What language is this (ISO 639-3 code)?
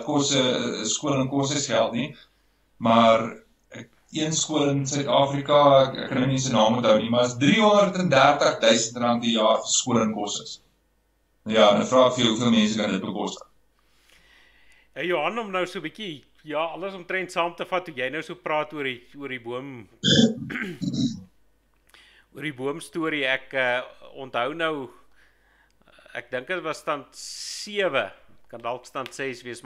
afr